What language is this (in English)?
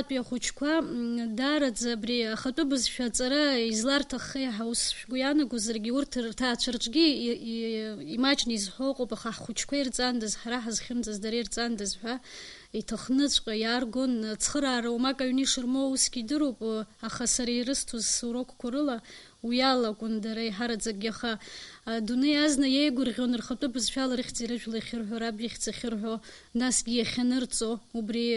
Abkhazian